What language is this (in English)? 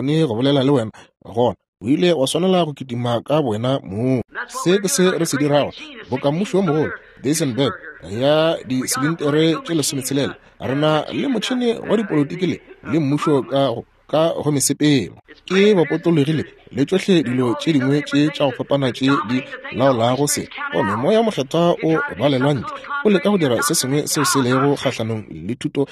Northern Sotho